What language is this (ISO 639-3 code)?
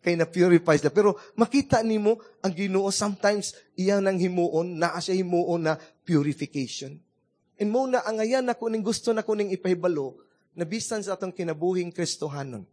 ceb